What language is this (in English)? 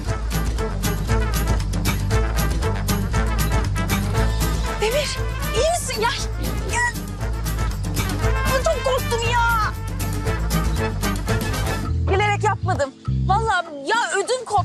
Turkish